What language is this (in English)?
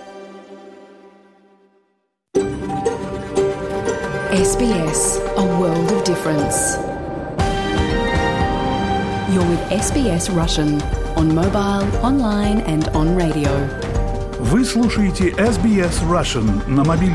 Russian